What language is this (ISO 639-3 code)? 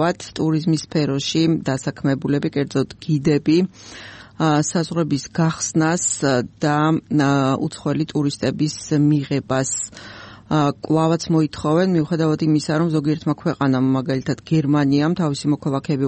kat